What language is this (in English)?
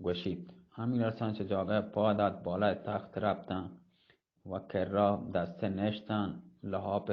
Eastern Balochi